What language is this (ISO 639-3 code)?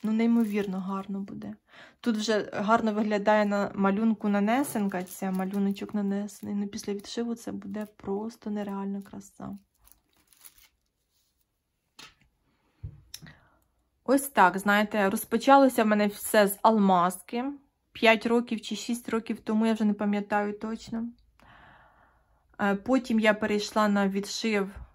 ukr